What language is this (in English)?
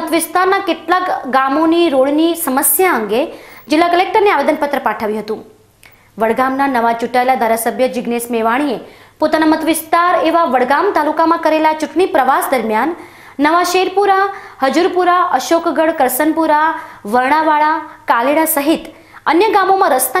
Gujarati